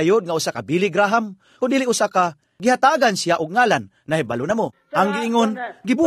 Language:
Cebuano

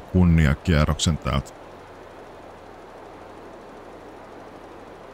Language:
Finnish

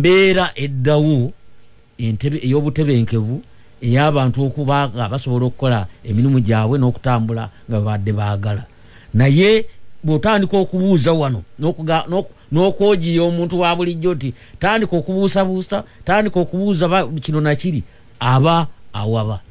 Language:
Ganda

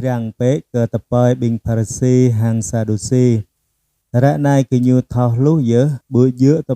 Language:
Jarai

